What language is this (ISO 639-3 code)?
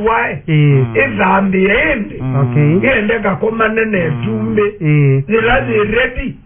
kam